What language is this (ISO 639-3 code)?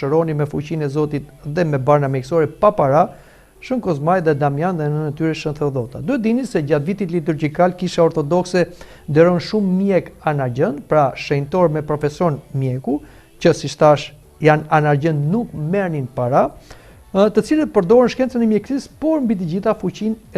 sqi